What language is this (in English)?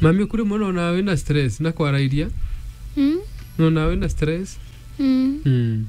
Meru